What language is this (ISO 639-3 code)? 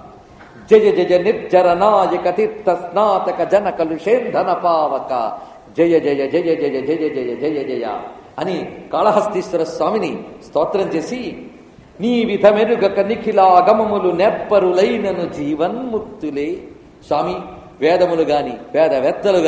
tel